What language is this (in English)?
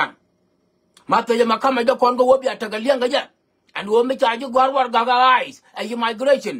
Nuer